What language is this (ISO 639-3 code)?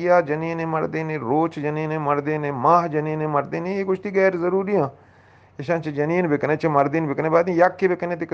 bgp